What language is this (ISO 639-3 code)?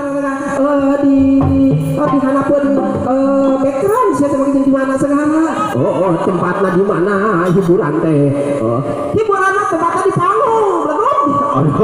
sun